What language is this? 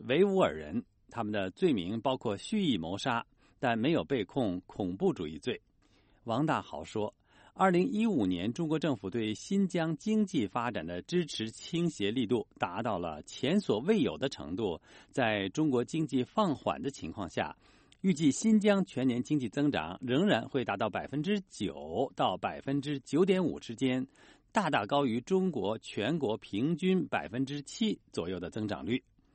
Chinese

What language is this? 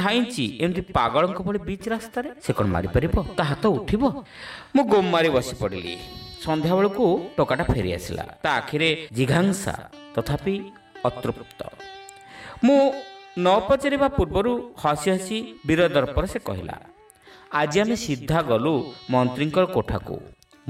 Odia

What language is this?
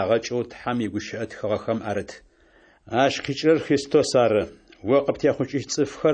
Adyghe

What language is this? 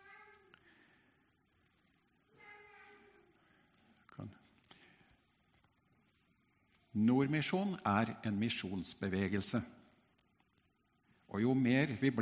Norwegian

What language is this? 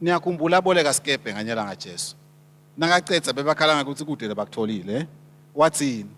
Swati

